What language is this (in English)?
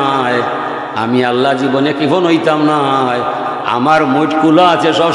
Sylheti